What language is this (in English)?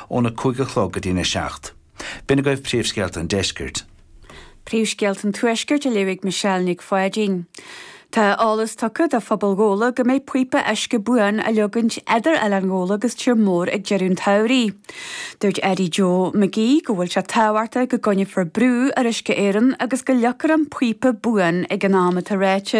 Irish